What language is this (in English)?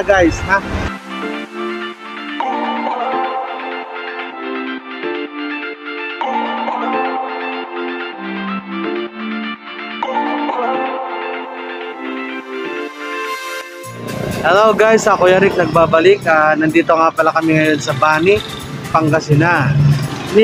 Filipino